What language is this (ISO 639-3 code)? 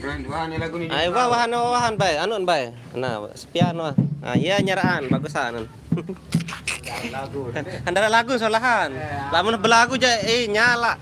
sas